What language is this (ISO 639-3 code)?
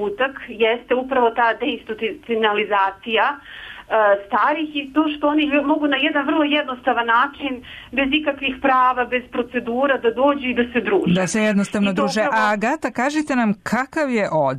srp